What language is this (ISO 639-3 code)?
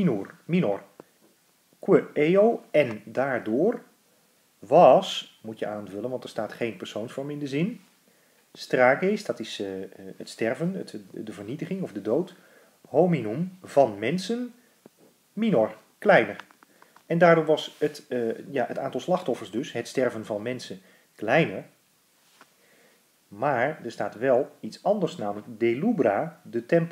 nld